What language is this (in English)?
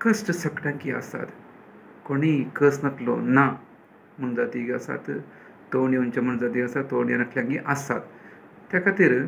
Konkani